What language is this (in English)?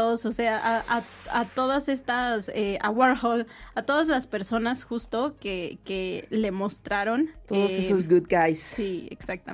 Spanish